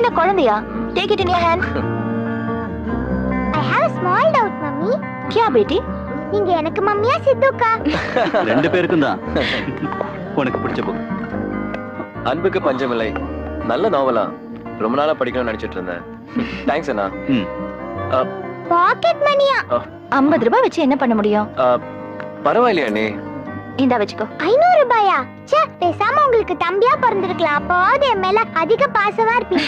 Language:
Tamil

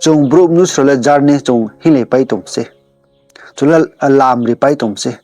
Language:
Riang (India)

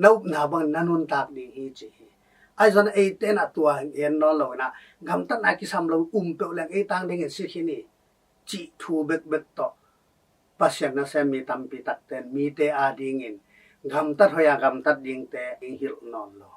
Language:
Tedim Chin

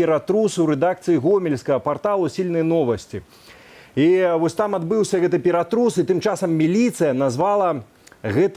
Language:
Belarusian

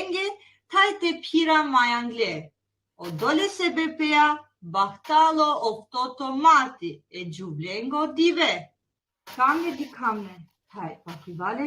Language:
Balkan Romani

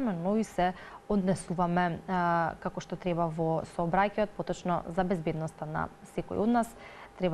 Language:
Macedonian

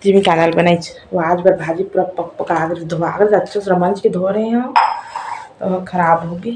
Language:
Chhattisgarhi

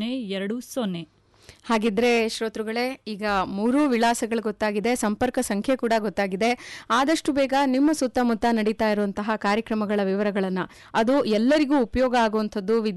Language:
Kannada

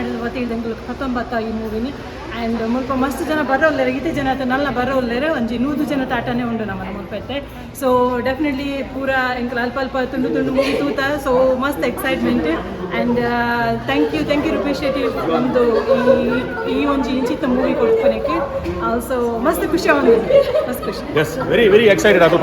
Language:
Tulu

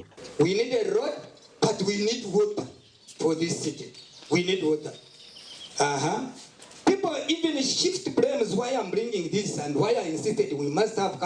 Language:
Nyankole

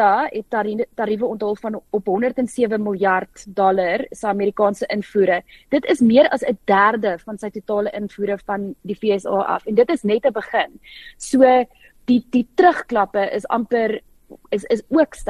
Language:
Afrikaans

